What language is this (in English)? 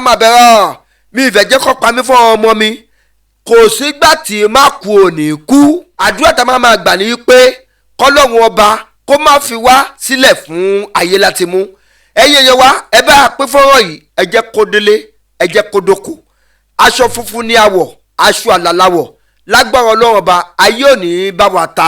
Yoruba